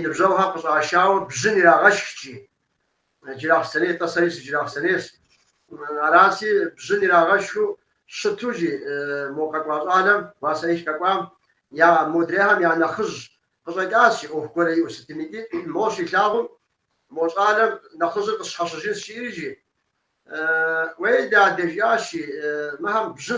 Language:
Kabardian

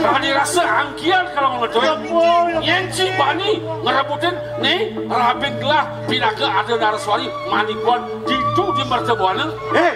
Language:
Balinese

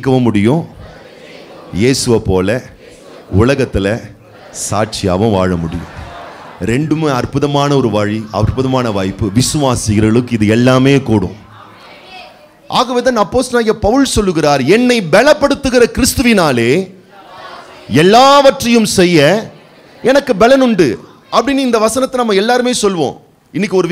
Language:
Tamil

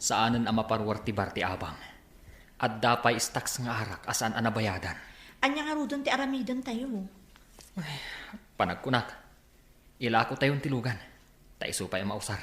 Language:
Iloko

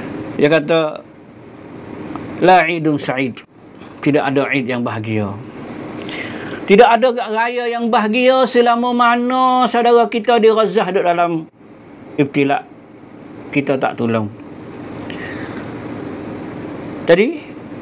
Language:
Malay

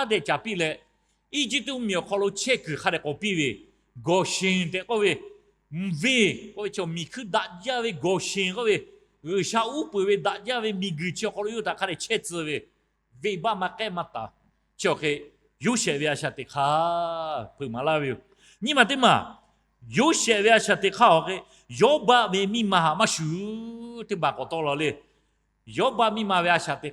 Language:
Lahu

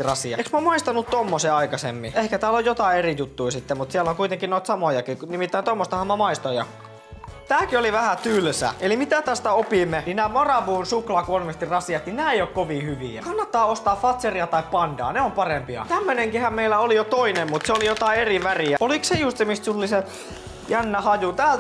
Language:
Finnish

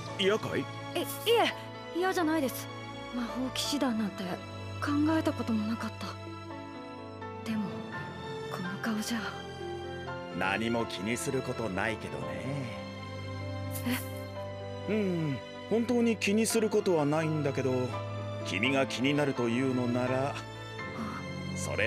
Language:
Japanese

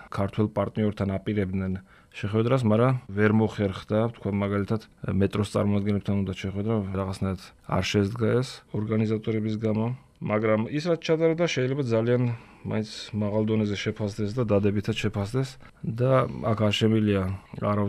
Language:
Georgian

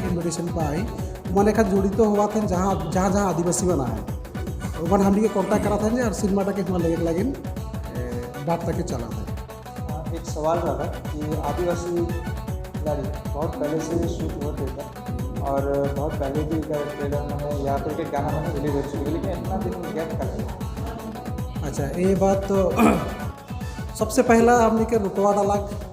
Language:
Sadri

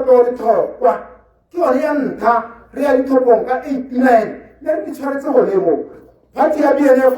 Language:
Tswana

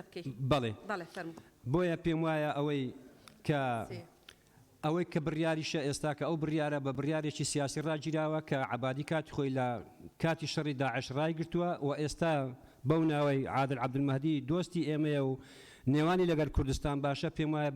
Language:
Central Kurdish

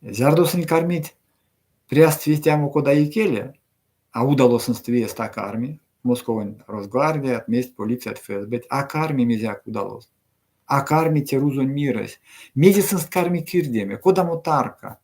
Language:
Erzya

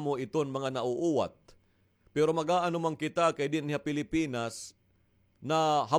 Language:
Waray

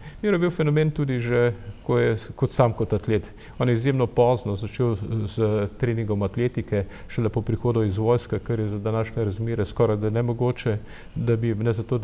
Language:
Slovenian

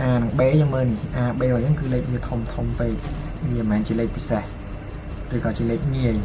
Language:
Khmer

